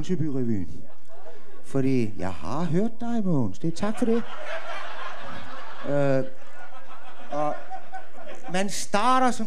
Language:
Danish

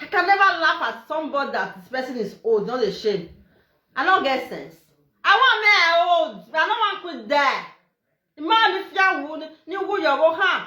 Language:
Nigerian Pidgin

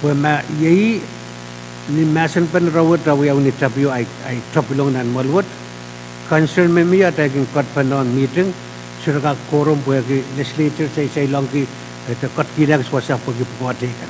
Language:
Pohnpeian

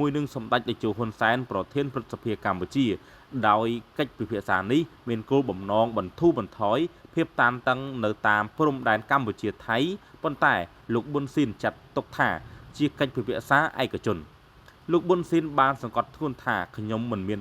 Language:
Khmer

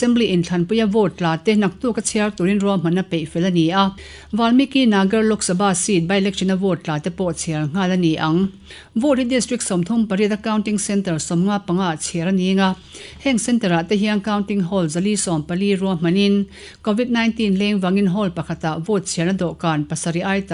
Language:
Mizo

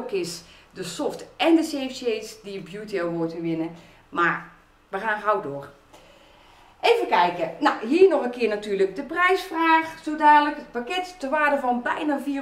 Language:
Dutch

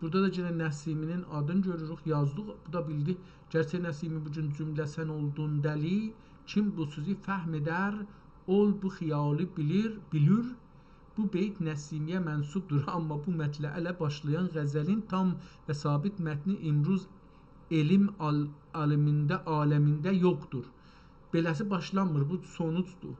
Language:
South Azerbaijani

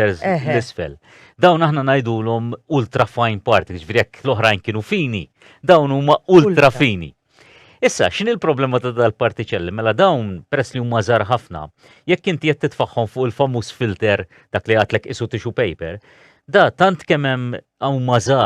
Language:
Maltese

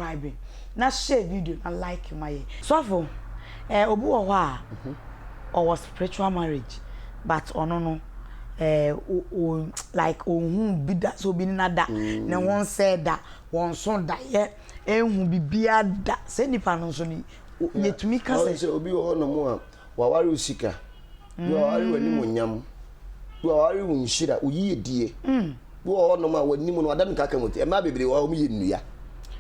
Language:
Akan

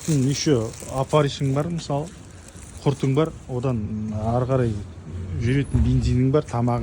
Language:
Kazakh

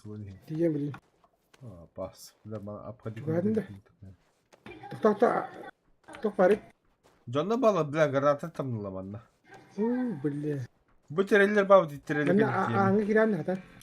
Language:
Yakut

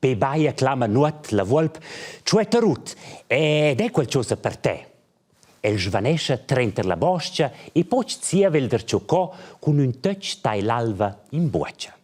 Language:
Romansh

